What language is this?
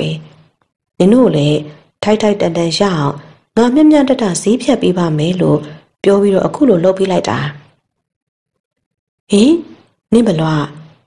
Burmese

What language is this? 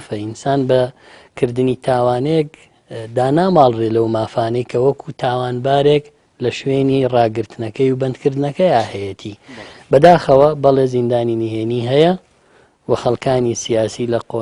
Central Kurdish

